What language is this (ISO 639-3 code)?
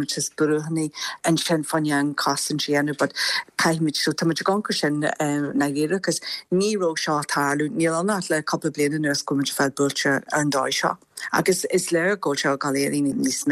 gle